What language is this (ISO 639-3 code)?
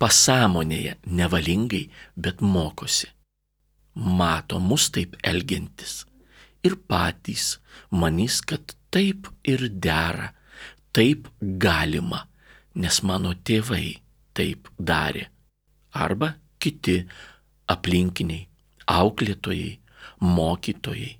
lit